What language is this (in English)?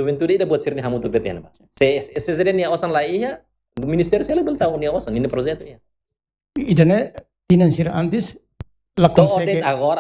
Tetum